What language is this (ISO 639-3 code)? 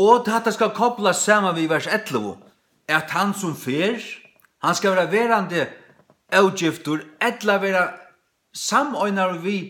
fao